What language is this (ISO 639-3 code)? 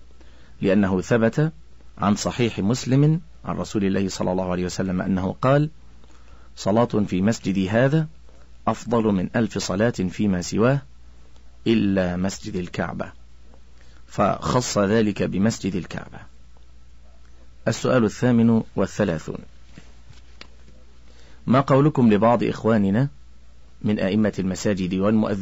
ara